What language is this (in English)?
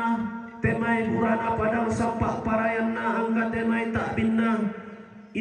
Toraja-Sa'dan